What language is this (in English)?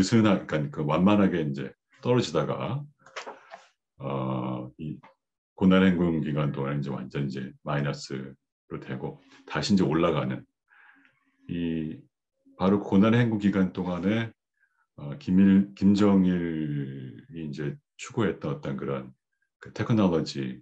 Korean